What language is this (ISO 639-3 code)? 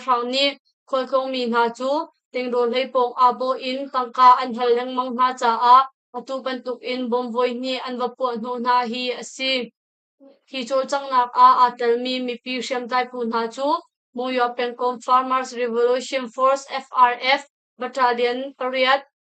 cnh